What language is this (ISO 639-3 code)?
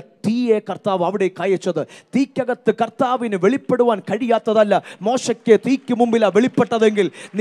mal